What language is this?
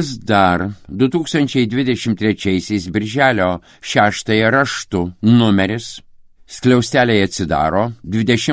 Lithuanian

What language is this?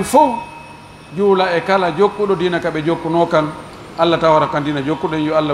Pular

